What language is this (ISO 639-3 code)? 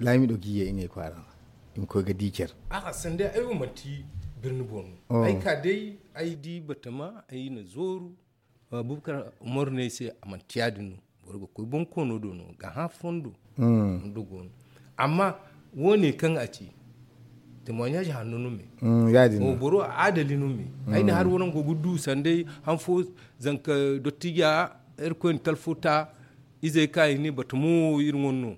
dje